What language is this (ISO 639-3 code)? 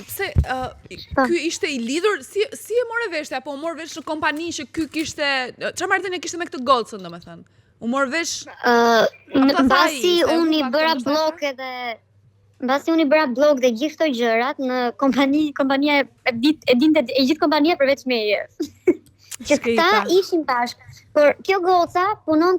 sqi